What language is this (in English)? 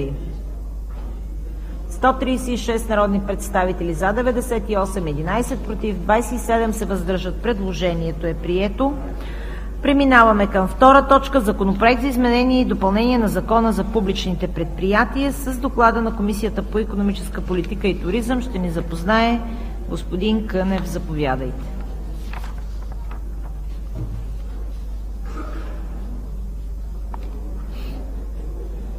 Bulgarian